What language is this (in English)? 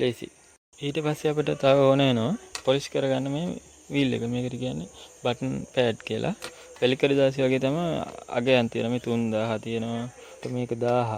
Sinhala